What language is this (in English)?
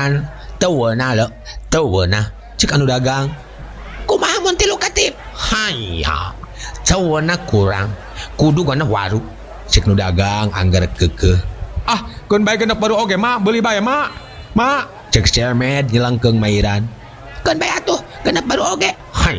Sundanese